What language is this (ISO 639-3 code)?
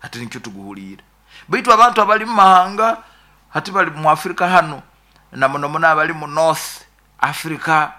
nyo